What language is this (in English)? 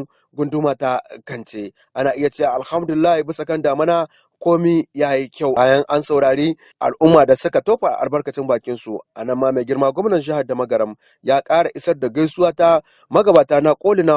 Hausa